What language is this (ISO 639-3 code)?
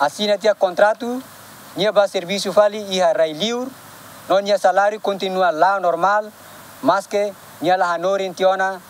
tet